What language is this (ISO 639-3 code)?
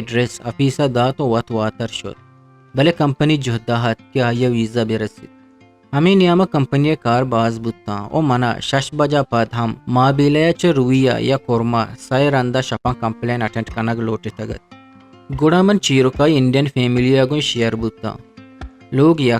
bgp